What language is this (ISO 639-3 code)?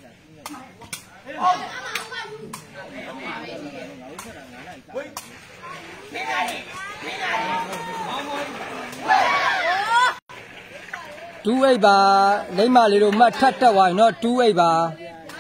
mya